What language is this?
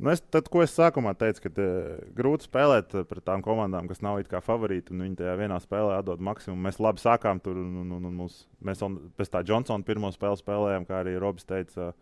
Latvian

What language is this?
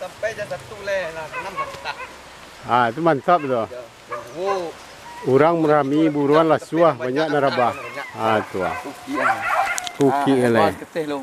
Minangkabau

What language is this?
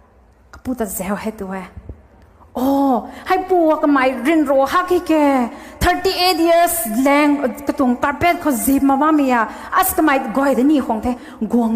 Rongmei Naga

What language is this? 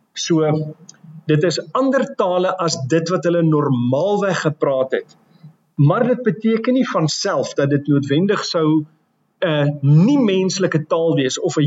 Afrikaans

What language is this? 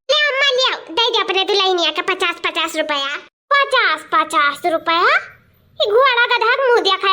Awadhi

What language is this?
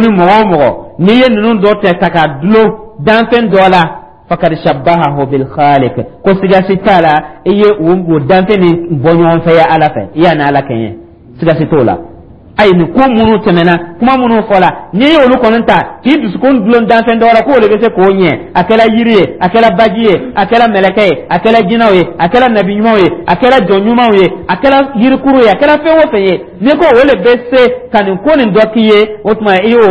Dyula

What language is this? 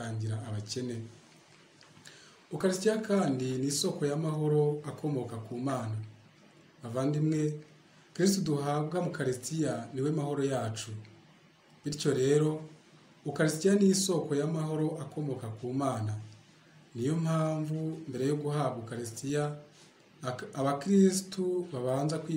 Kinyarwanda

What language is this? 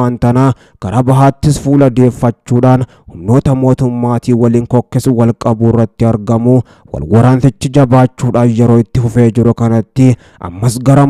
Oromo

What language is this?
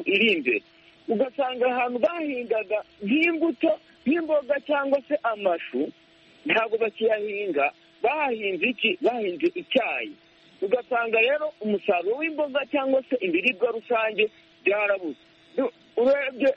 Kinyarwanda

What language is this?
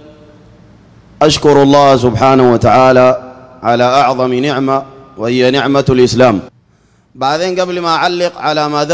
Sudanese Arabic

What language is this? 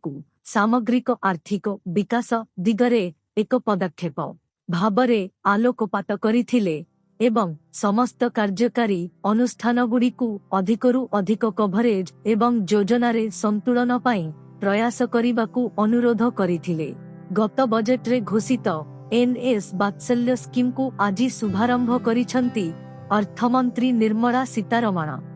Odia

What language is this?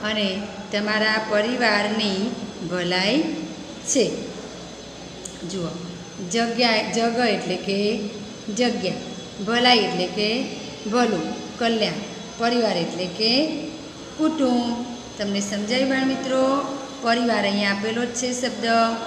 Gujarati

